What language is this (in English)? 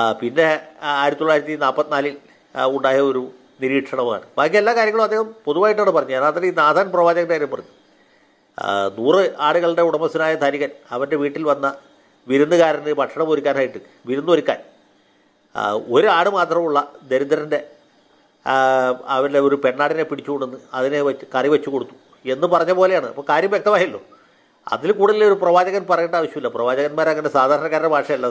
Malayalam